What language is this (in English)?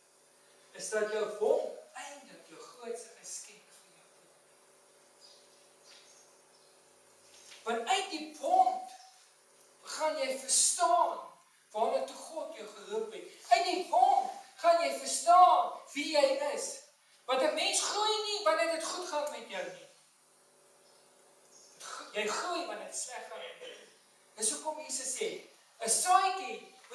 Afrikaans